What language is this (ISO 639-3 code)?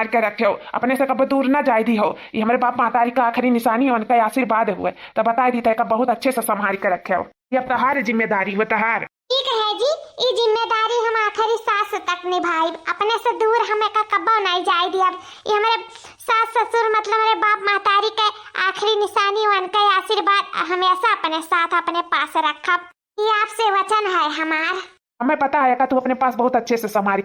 awa